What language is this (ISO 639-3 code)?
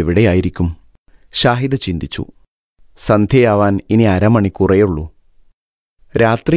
mal